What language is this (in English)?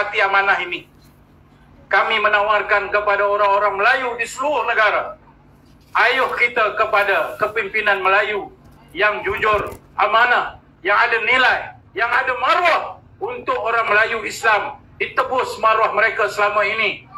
Malay